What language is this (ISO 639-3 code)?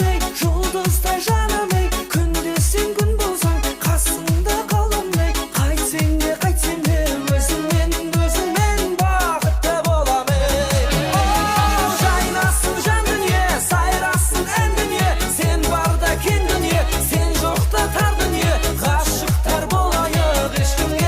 kaa